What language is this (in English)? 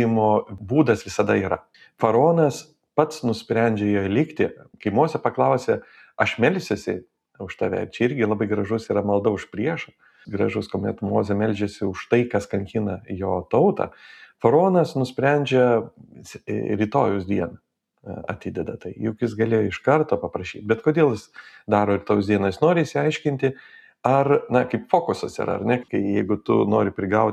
Lithuanian